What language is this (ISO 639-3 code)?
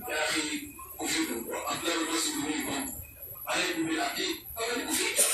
fuf